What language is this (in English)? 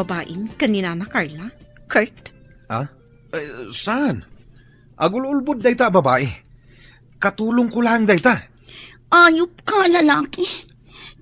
Iloko